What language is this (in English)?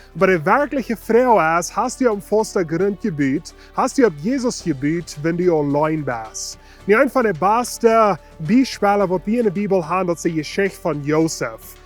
Plautdietsch